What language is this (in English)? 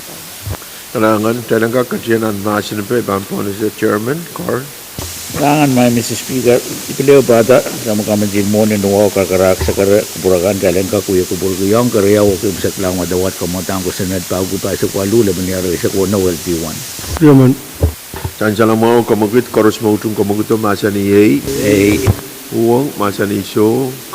Pohnpeian